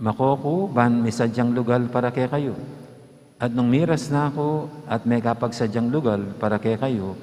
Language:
Pampanga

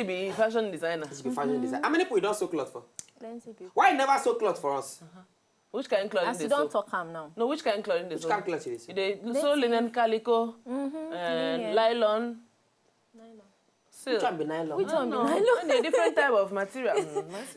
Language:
Nigerian Pidgin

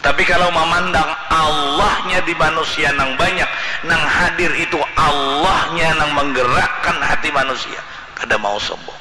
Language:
Banjar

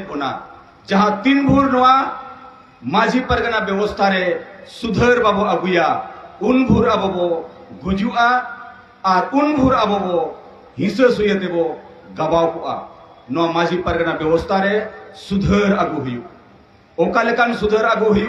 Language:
Santali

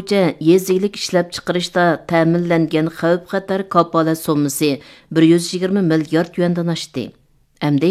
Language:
Uyghur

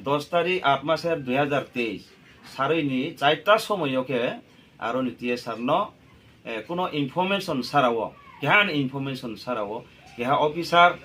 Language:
Riang (India)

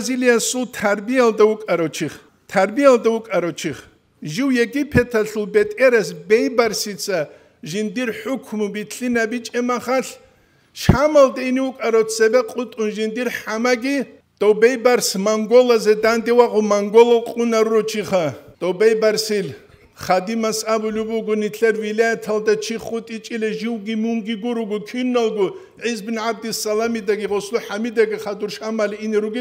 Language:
Avaric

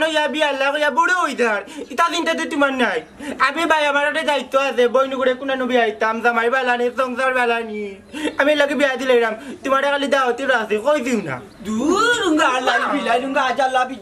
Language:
Sylheti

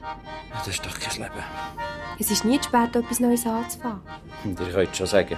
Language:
Swiss German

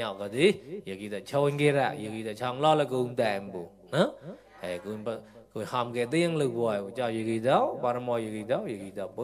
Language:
Mon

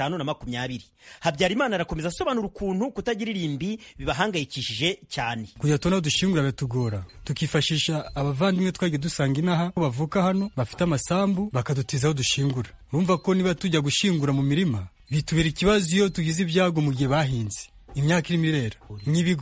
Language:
Kinyarwanda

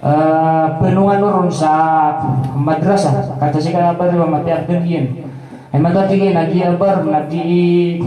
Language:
Maranao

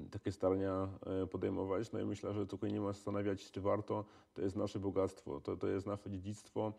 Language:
Silesian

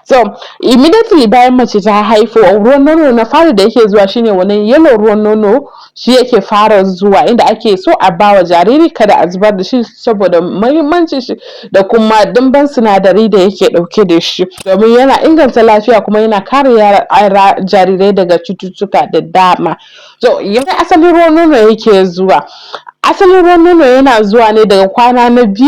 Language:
Hausa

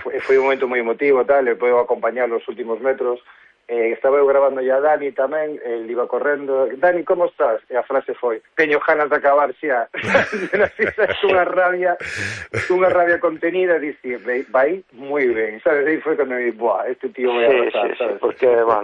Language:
Galician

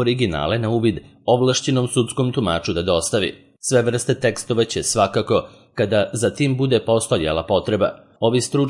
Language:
Serbian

